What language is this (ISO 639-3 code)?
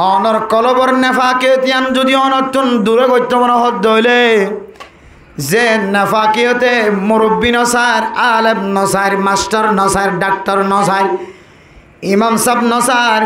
rhg